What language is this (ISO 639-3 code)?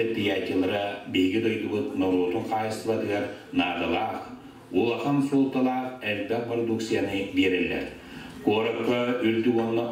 sah